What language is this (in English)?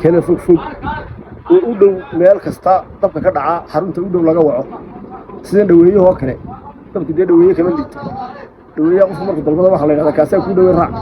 Somali